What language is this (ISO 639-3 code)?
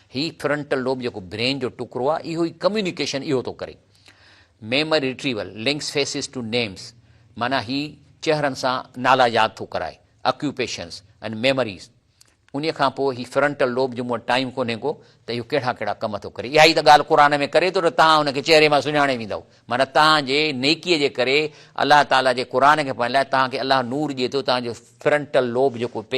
snd